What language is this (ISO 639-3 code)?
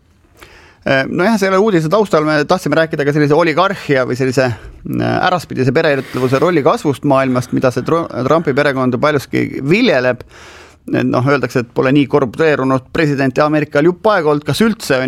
est